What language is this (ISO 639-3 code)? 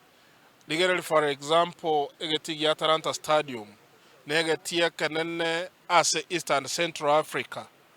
guz